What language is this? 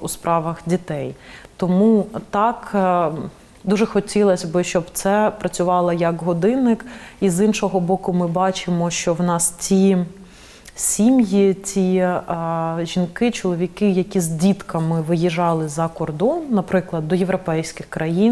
Ukrainian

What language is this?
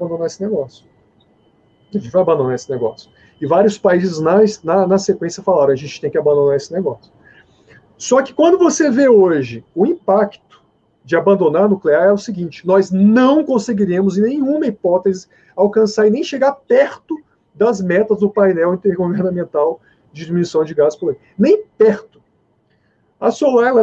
Portuguese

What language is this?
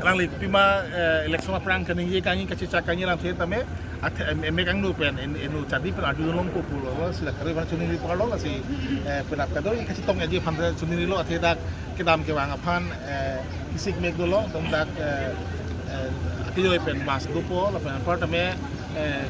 Karbi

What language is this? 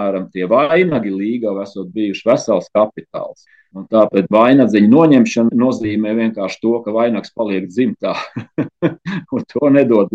Latvian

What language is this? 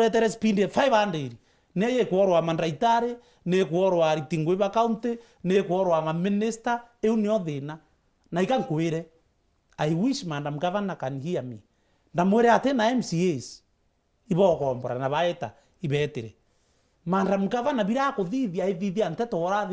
Meru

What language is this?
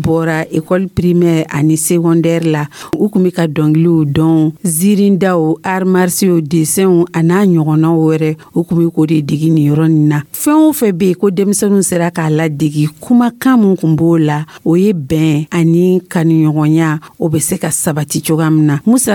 Dyula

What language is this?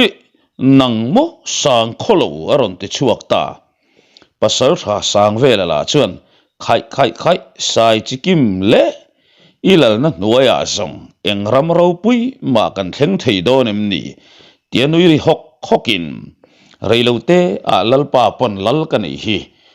Mizo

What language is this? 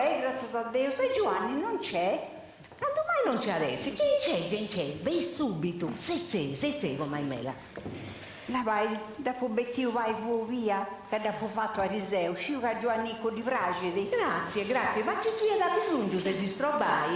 Sardinian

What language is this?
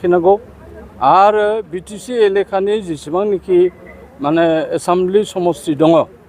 Bodo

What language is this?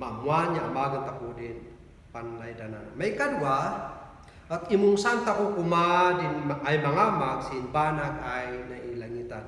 Kankanaey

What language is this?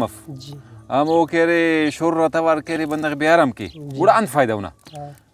Brahui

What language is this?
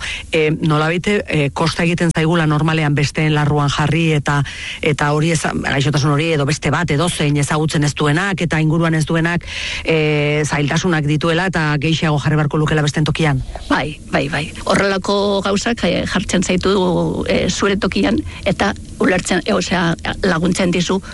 Basque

